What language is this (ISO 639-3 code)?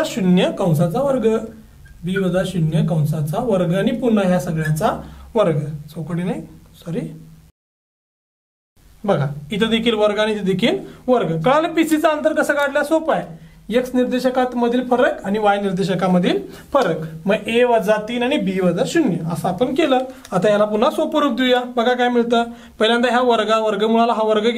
mar